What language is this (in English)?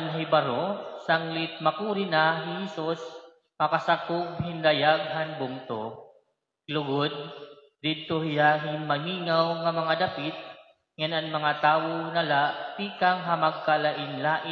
Waray